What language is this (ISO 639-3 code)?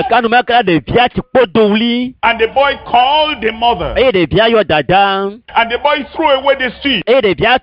ewe